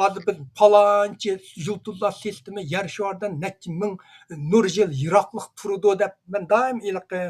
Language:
Uyghur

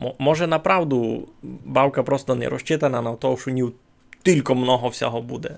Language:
Rusyn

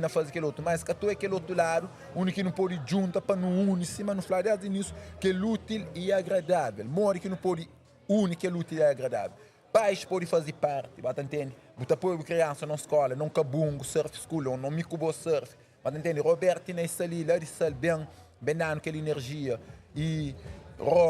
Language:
Kabuverdianu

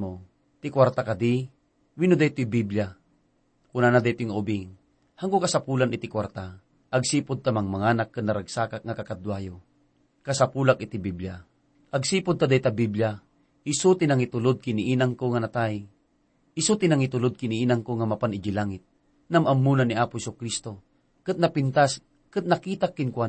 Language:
Iloko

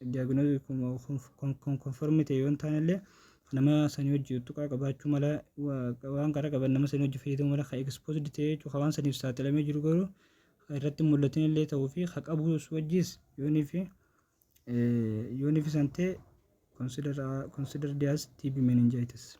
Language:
Oromo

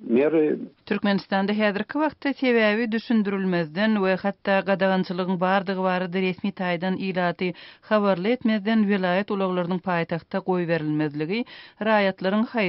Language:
Turkmen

